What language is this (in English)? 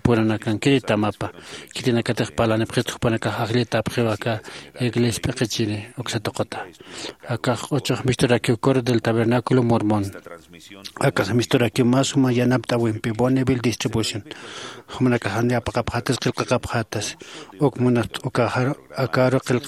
Aymara